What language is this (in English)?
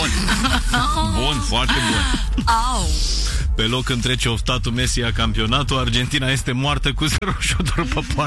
Romanian